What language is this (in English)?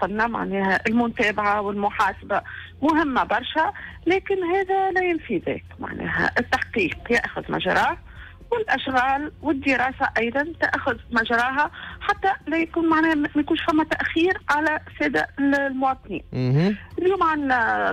Tunisian Arabic